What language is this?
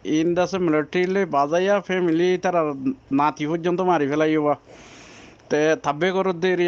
Rohingya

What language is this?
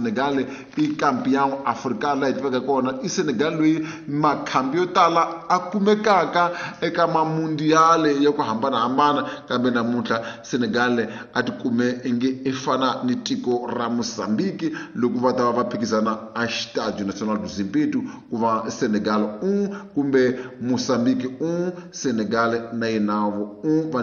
Tsonga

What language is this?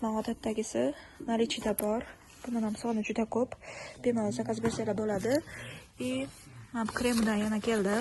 Uzbek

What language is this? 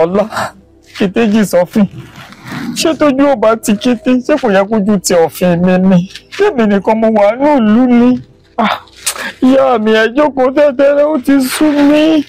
Yoruba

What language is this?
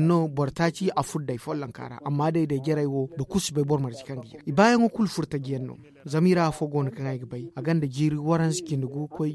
Zarma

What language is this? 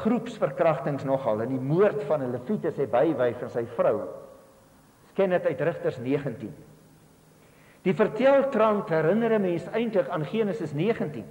Afrikaans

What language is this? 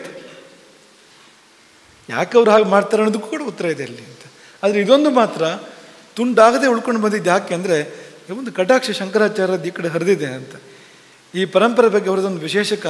Kannada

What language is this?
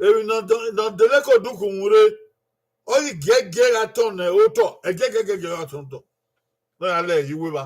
Bini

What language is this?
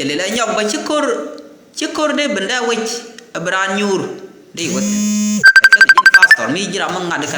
Nuer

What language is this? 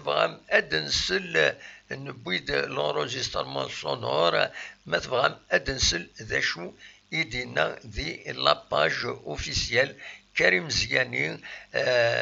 Kabyle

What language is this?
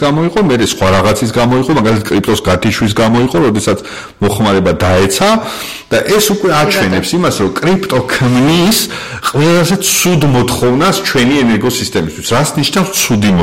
Georgian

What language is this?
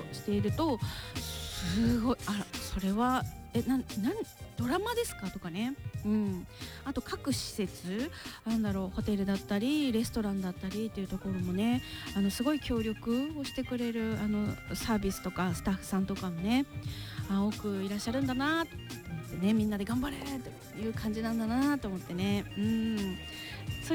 Japanese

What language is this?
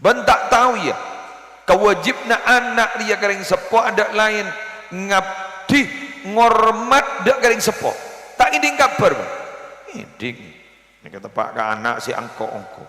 Madurese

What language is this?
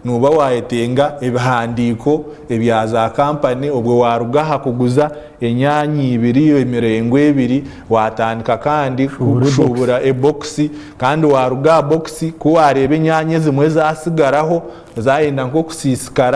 Nyankole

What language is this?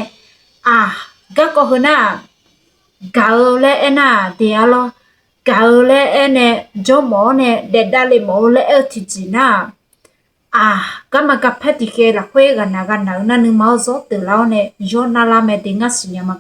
Akha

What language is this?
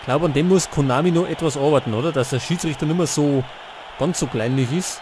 Bavarian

